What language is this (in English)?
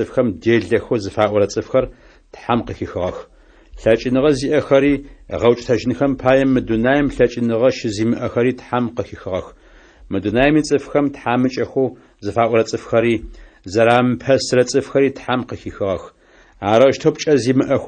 Adyghe